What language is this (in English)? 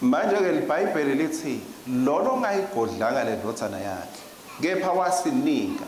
Swati